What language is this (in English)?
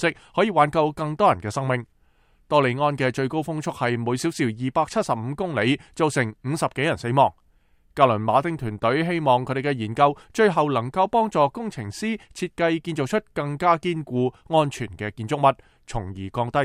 Cantonese